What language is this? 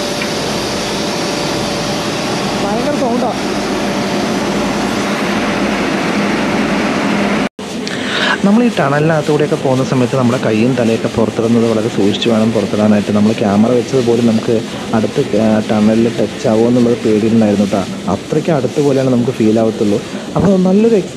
Malayalam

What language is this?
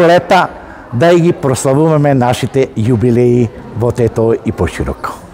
Macedonian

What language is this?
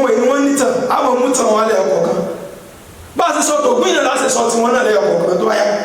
Yoruba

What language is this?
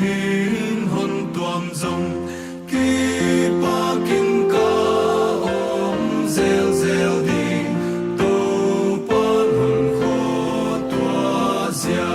Paite Chin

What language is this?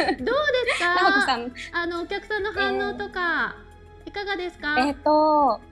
Japanese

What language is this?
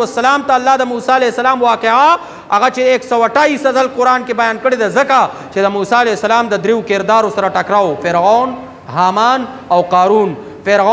Pashto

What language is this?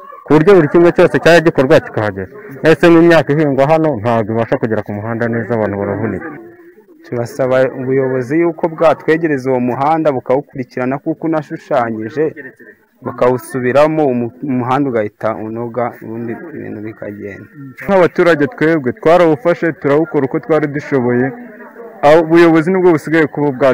Kinyarwanda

